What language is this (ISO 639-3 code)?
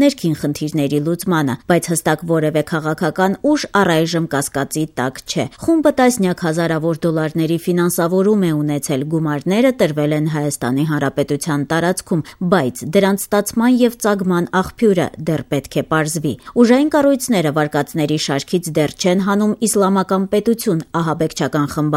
hye